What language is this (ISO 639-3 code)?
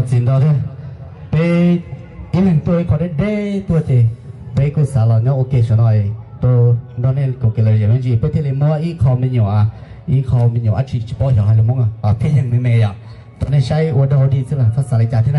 hmn